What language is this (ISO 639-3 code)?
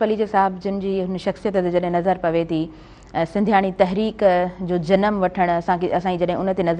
snd